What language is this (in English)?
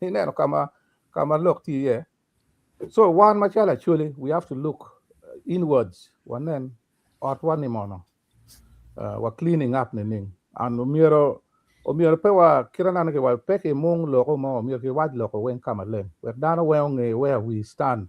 Acoli